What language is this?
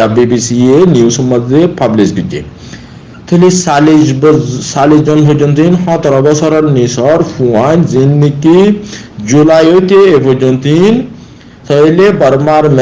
Rohingya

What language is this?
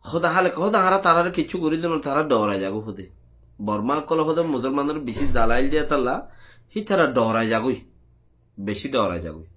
Rohingya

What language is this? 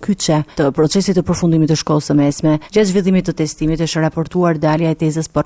Albanian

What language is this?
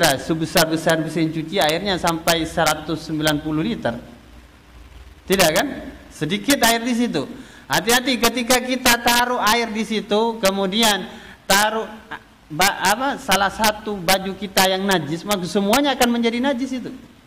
Indonesian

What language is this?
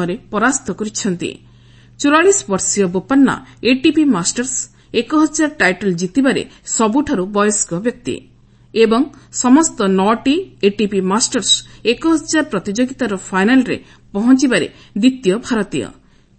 Odia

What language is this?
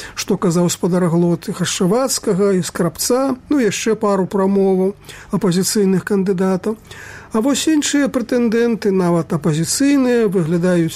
Belarusian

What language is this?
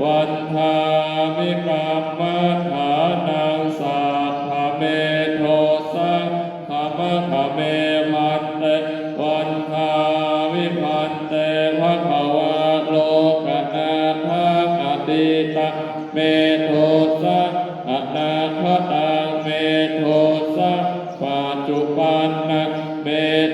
Pali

